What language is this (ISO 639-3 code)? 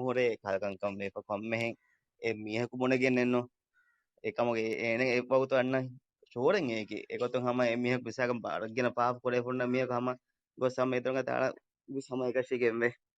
div